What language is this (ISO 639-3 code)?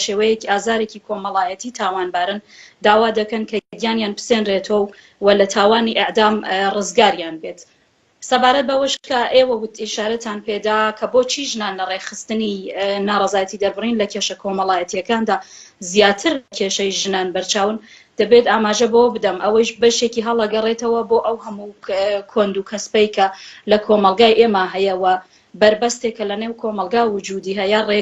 ckb